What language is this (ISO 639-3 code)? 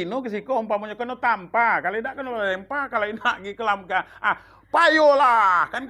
min